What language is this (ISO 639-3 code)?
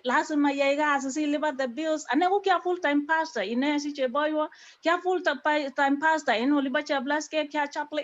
kln